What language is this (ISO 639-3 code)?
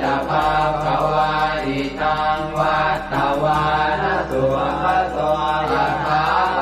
pli